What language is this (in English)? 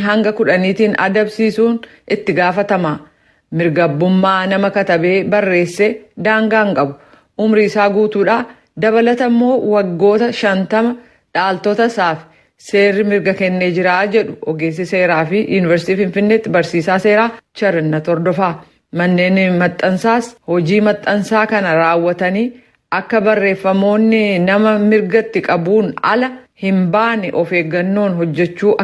Oromo